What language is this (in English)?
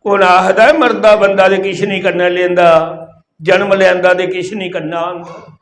Dogri